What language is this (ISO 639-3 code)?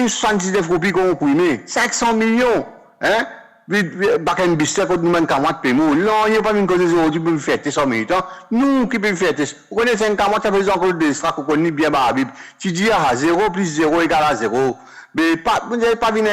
mfe